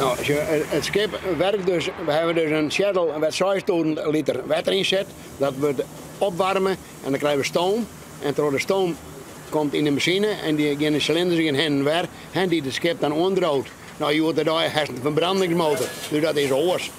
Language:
Western Frisian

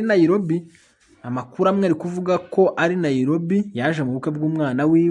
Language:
Rundi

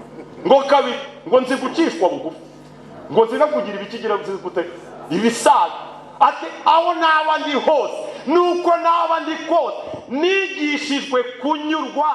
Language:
Kinyarwanda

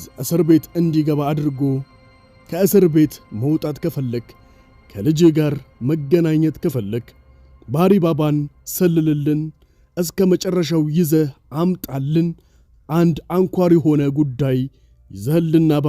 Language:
Amharic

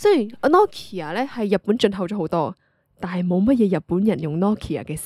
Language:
Cantonese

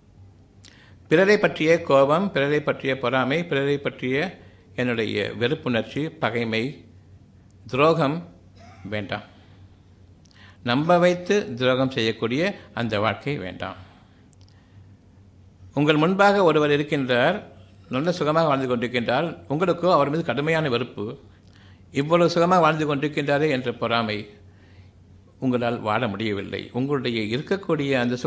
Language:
Tamil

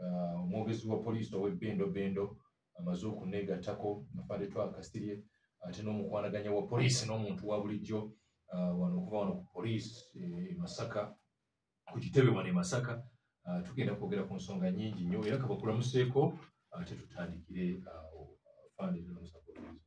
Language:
Ganda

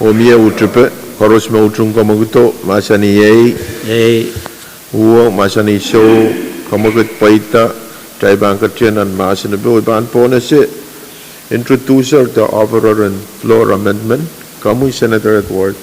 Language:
Pohnpeian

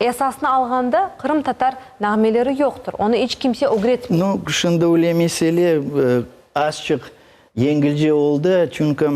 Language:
Crimean Tatar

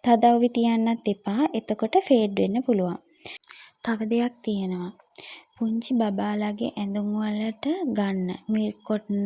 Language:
Sinhala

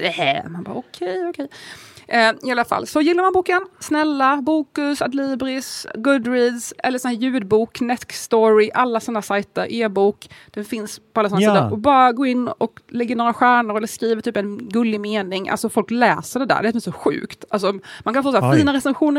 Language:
Swedish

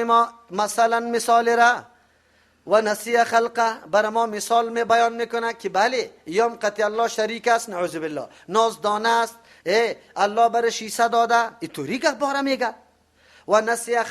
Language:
Persian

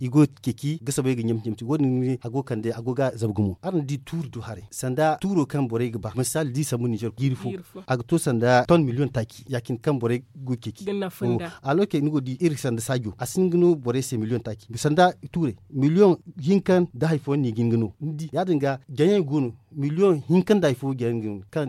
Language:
Zarma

